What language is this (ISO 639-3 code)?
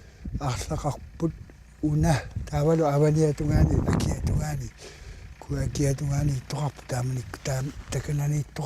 kal